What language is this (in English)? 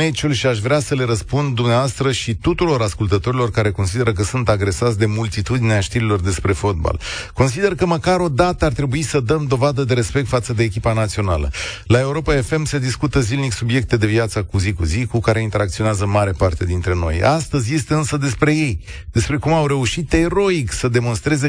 Romanian